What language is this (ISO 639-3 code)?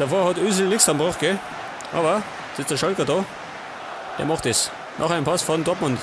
bar